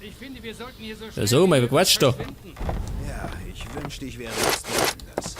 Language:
Bavarian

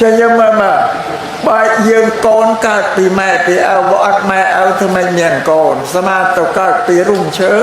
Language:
Khmer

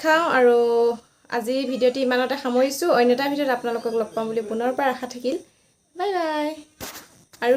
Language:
Assamese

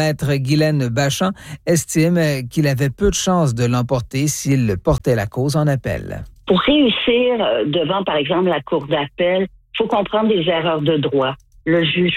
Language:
French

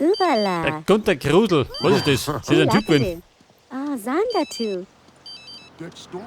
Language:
Bavarian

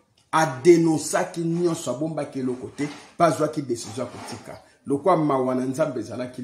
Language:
Lingala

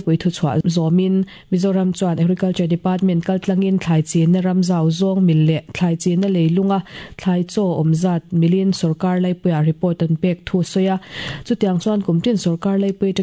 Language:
Mizo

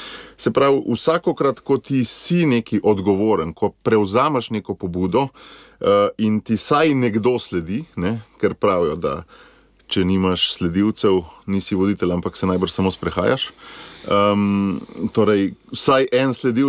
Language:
Slovenian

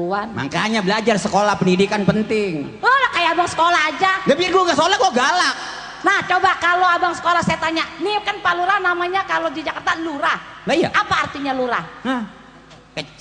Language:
Betawi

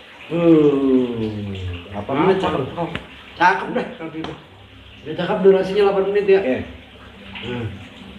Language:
Betawi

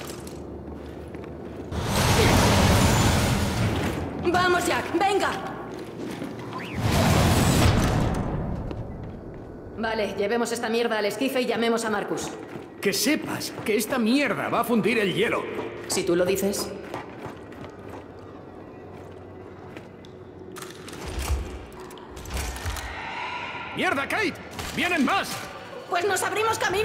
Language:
Spanish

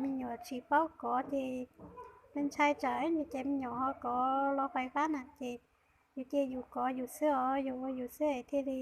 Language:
Hmong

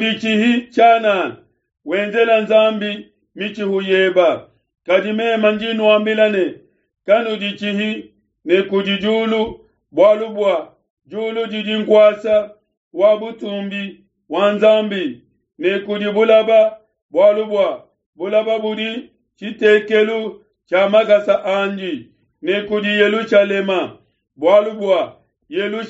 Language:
Luba-Lulua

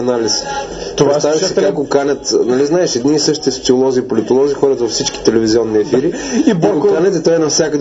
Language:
Bulgarian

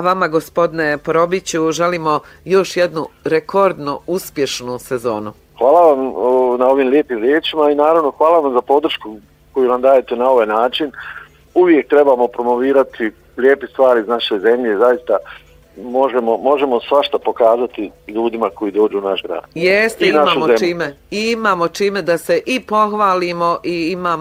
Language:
Bosnian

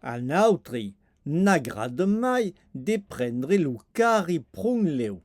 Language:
Occitan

